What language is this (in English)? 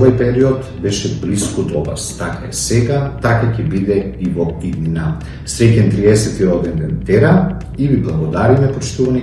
Macedonian